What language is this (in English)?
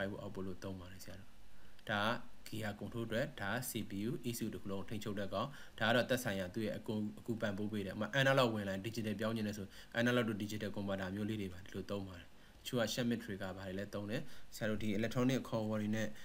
Burmese